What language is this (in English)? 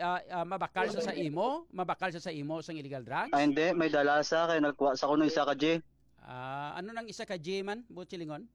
Hiligaynon